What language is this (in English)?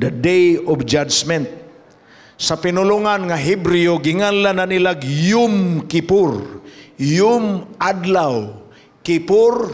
Cebuano